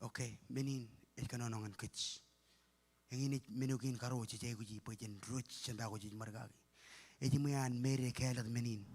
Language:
Marshallese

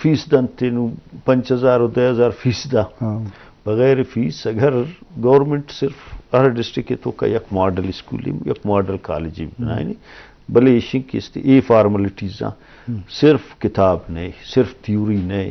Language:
Eastern Balochi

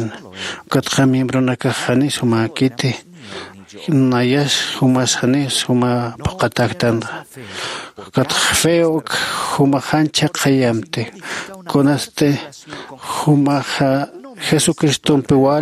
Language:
Aymara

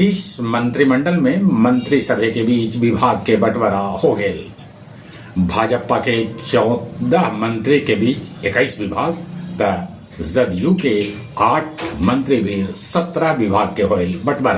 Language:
Magahi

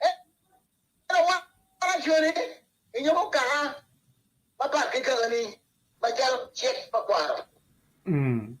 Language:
Acoli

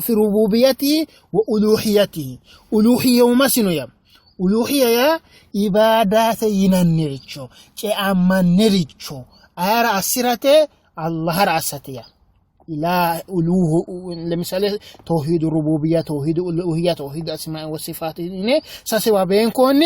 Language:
Sidamo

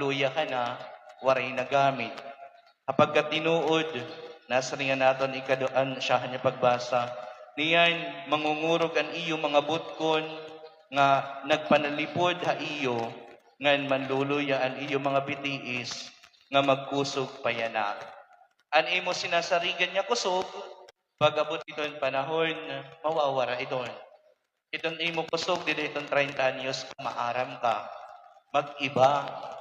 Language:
Waray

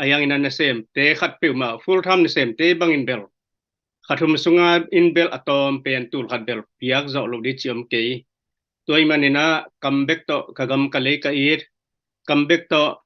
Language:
Tedim Chin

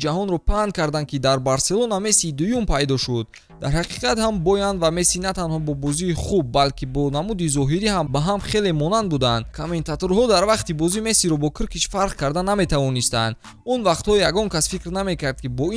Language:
Tajik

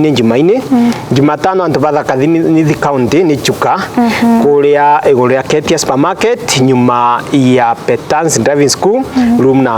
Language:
Meru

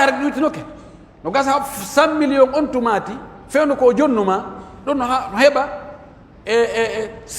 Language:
Pular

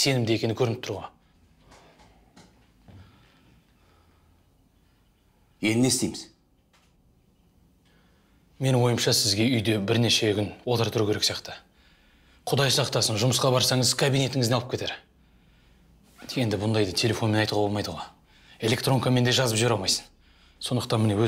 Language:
Kazakh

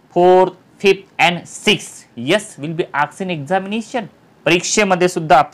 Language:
Marathi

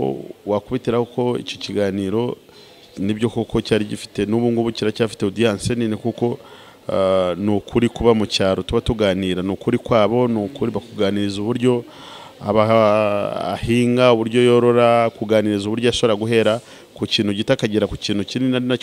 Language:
Kinyarwanda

